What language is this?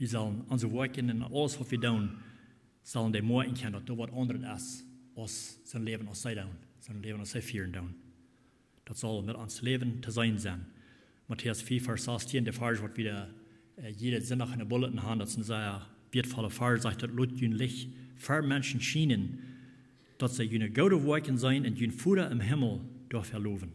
Plautdietsch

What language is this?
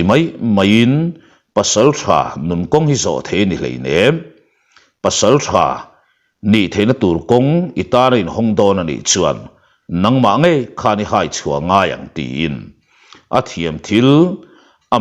Mizo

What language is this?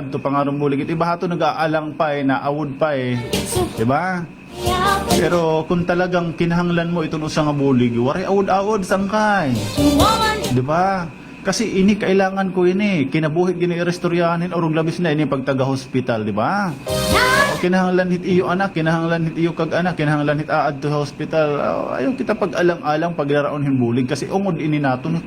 Waray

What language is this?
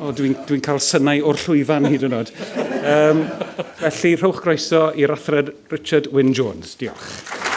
Welsh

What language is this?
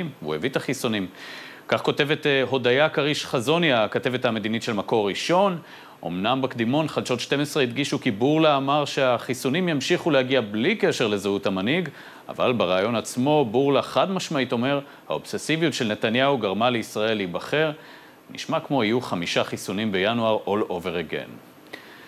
Hebrew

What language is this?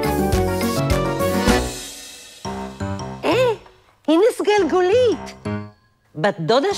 Hebrew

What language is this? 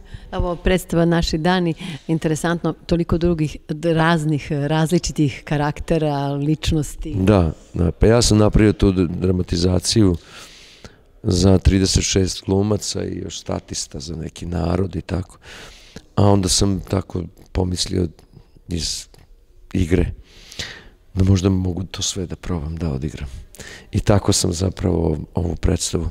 Serbian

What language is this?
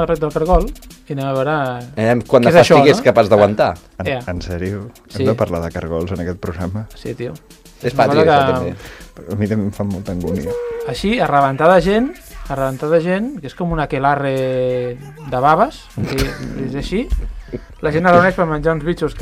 Catalan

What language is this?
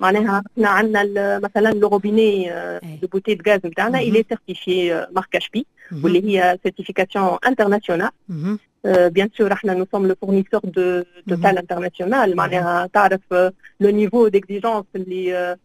Tunisian Arabic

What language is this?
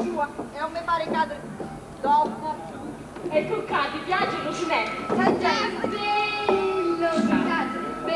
Sicilian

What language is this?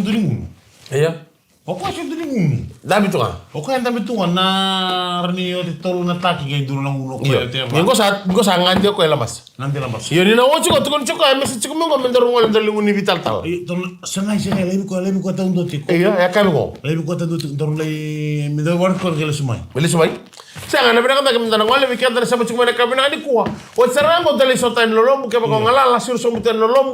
Fijian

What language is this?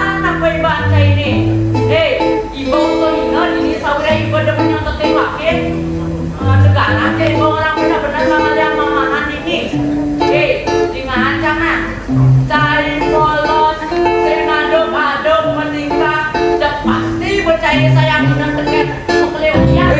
Balinese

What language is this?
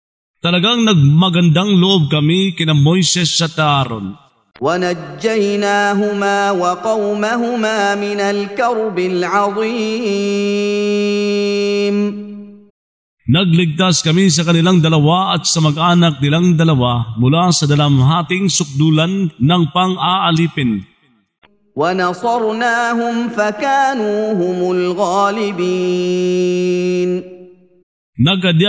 Filipino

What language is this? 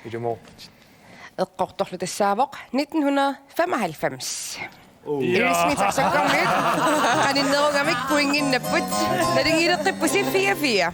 Kalaallisut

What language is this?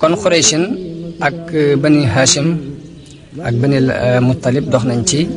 Wolof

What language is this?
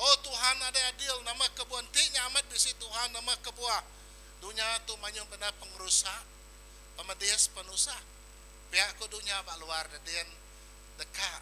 Iban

